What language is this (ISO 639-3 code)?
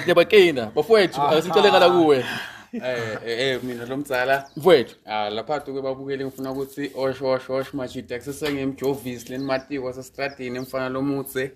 zul